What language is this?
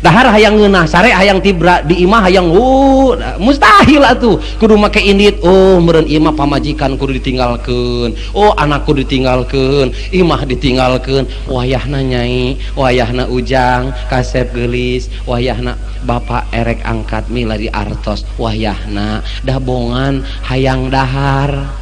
Sundanese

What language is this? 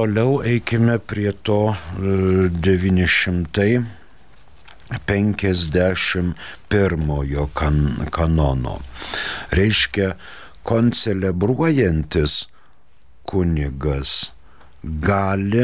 Lithuanian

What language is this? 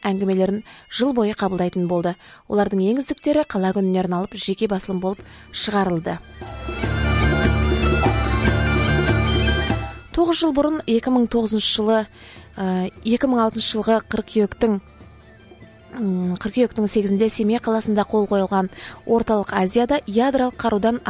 Kazakh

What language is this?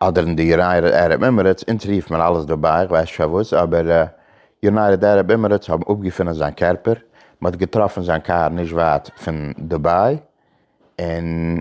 Yiddish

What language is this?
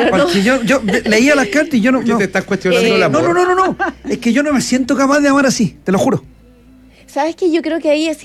Spanish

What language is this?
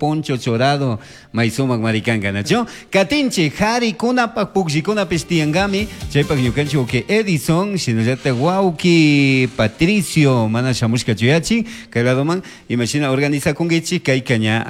Chimborazo Highland Quichua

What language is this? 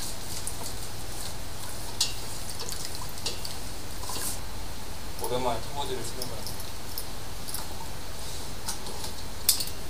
Korean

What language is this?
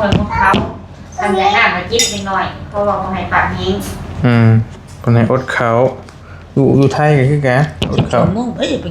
Northeastern Thai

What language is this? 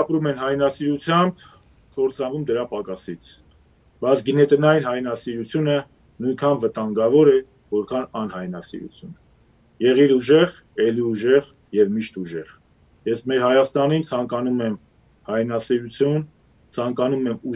Western Armenian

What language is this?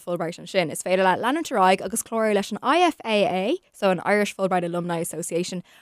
Irish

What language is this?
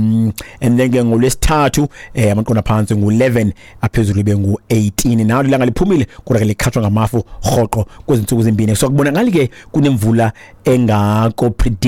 Xhosa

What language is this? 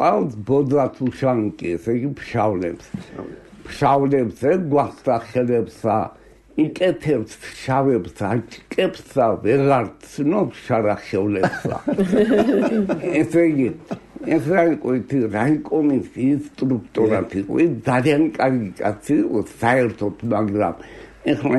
Georgian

